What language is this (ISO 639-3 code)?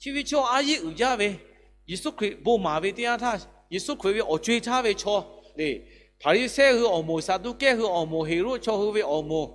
lhu